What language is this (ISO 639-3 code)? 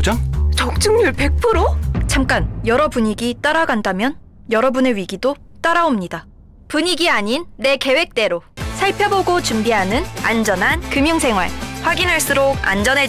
kor